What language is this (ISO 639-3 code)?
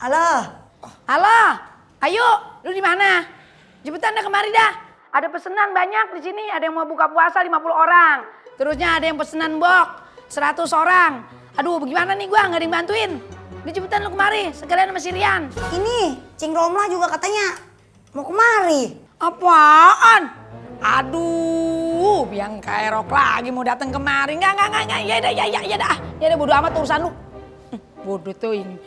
bew